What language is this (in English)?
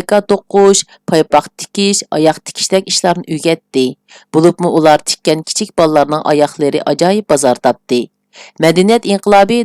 Uyghur